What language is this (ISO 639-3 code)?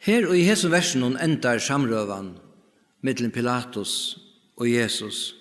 fao